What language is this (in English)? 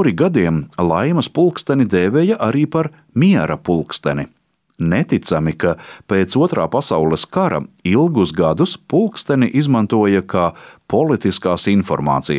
Latvian